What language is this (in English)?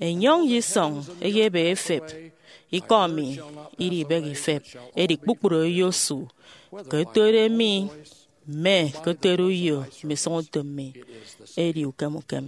Efik